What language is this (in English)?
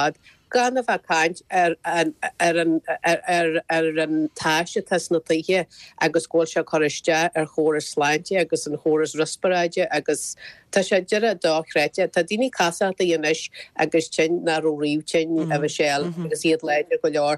Irish